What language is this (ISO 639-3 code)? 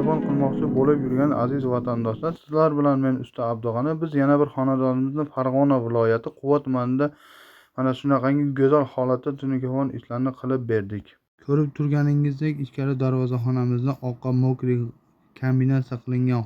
uzb